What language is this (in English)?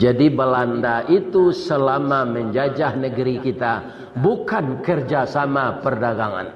Minangkabau